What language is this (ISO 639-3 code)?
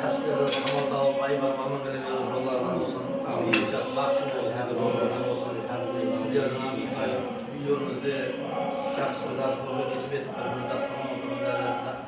kaa